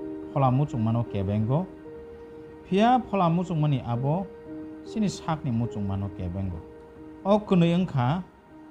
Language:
Kok Borok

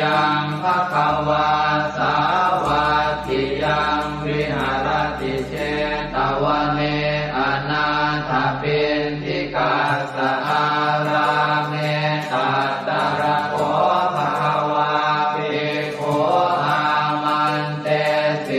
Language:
Pali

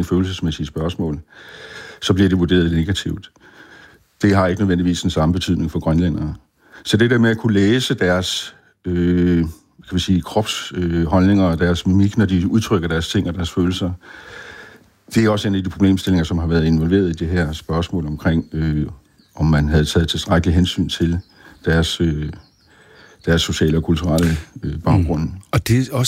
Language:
Danish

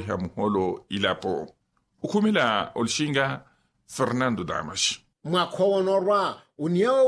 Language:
Makhuwa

